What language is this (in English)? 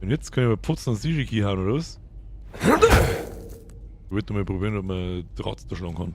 Bavarian